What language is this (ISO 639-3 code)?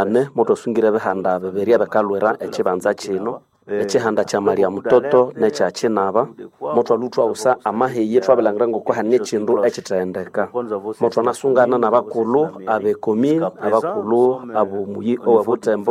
nnb